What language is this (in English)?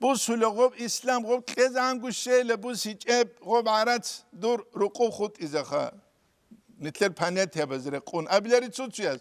Avaric